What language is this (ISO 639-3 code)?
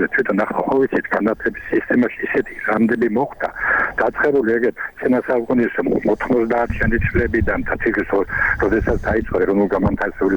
kat